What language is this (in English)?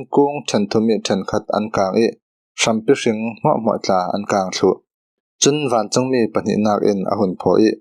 Falam Chin